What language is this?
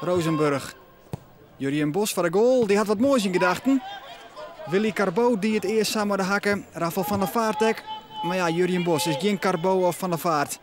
Western Frisian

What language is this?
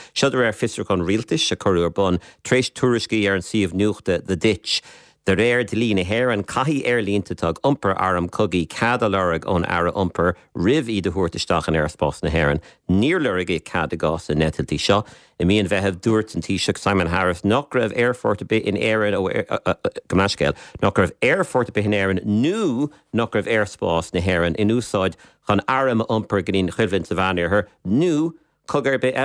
Irish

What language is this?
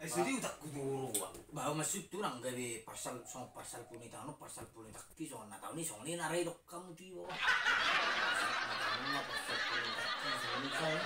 Batak Toba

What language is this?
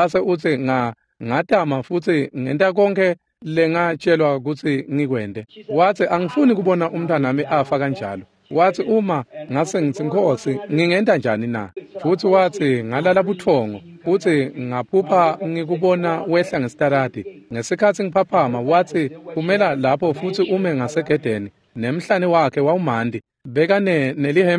Swati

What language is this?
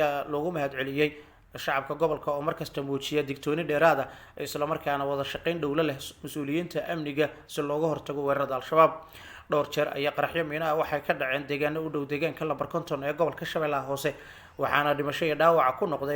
Somali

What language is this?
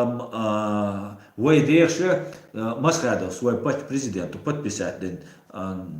Chechen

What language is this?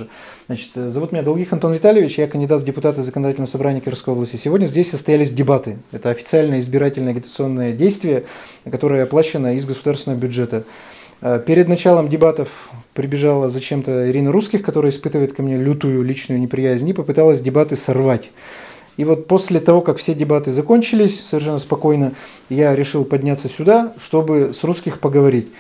Russian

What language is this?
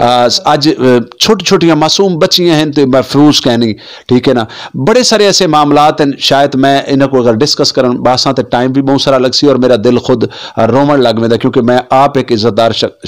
Saraiki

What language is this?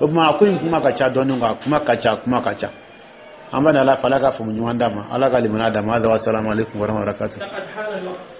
Dyula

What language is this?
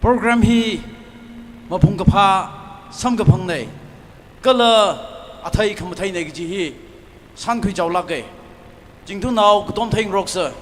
Tangkhul Naga (India)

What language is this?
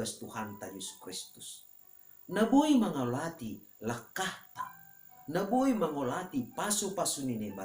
Batak Simalungun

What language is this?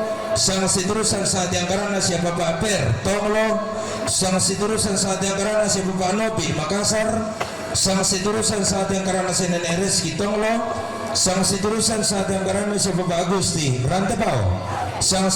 Toraja-Sa'dan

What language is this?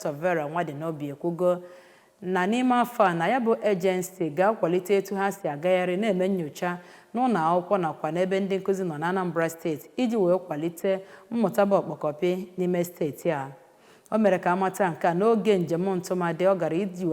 Igbo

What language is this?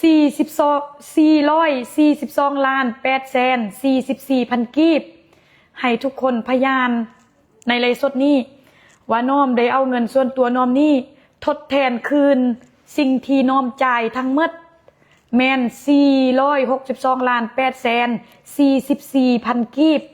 Lao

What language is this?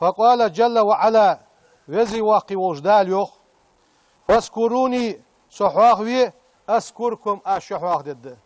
Ingush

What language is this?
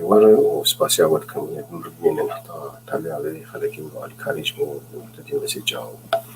Kurdish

